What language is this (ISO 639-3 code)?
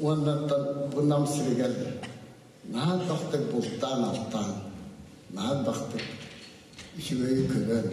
sah